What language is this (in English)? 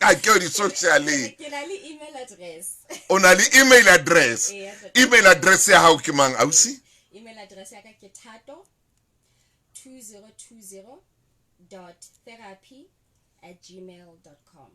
Southern Sotho